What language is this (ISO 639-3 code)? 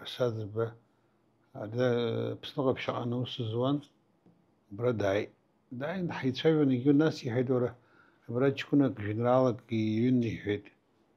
abk